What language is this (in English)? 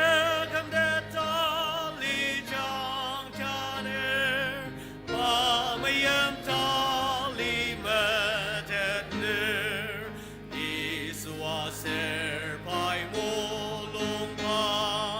Ao Naga